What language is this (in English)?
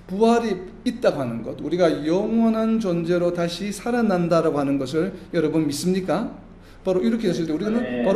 Korean